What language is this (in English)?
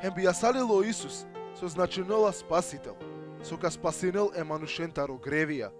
Balkan Romani